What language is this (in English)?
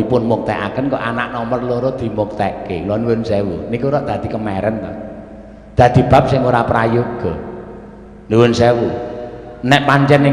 Javanese